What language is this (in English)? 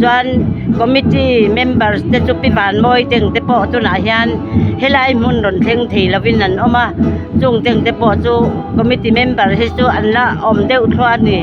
Mizo